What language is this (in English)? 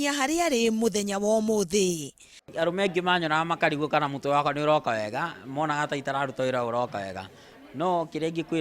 Kikuyu